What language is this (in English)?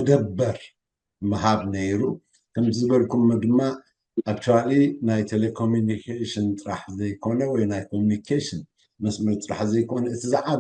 Tigrinya